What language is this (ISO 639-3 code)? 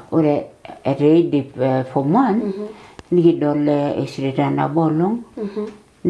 mas